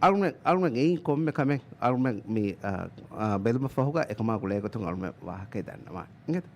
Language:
Divehi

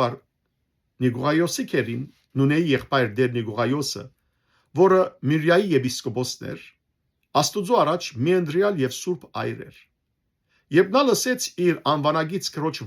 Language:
Western Armenian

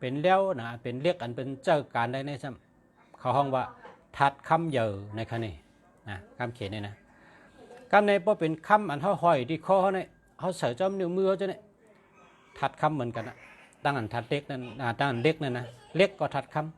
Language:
Shan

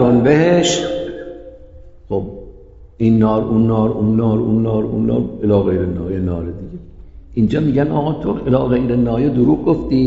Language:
Persian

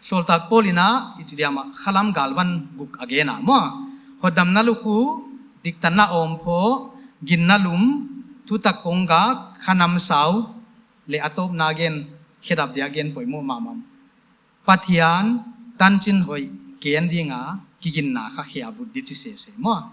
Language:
Paite Chin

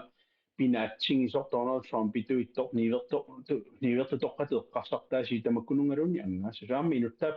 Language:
Kalaallisut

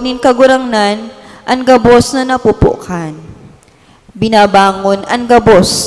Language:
Bikol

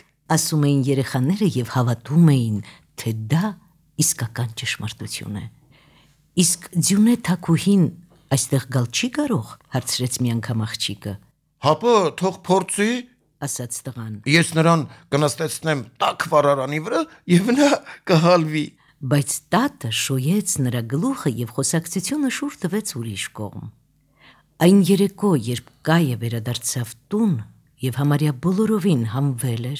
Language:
Armenian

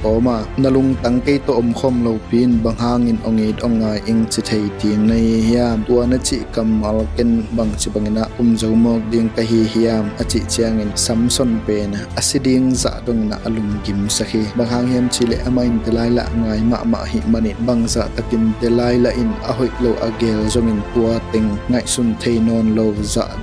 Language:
Tedim Chin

